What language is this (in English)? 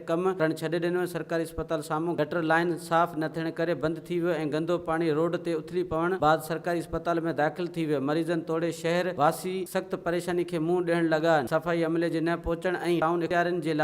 Sindhi